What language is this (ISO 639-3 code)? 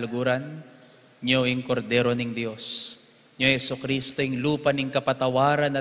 pam